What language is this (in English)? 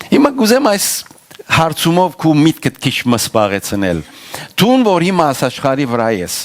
Western Armenian